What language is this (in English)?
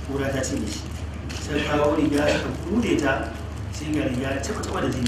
Hausa